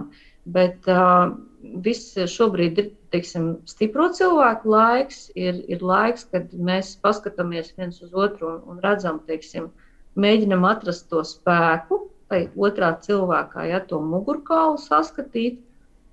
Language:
Latvian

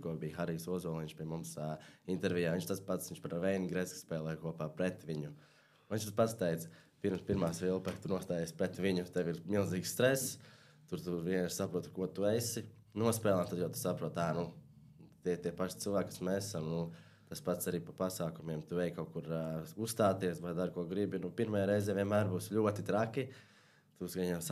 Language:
Latvian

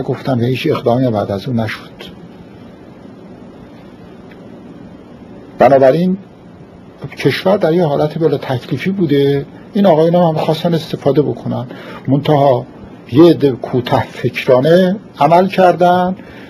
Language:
Persian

